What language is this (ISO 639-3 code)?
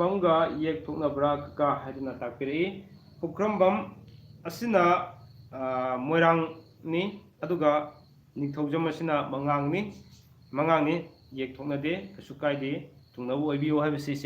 mni